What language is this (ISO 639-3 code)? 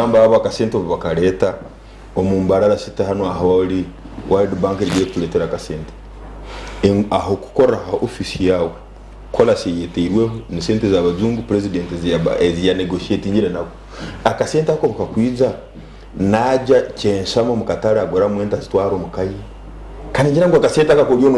nyn